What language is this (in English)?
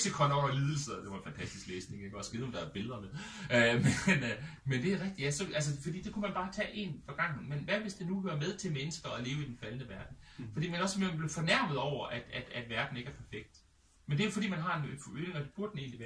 Danish